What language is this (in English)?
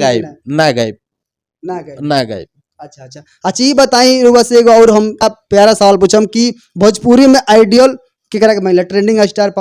Bhojpuri